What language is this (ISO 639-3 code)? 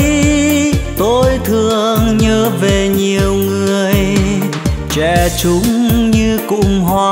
vie